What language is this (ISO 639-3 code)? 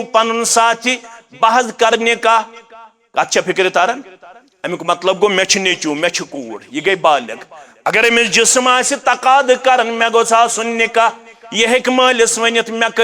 kas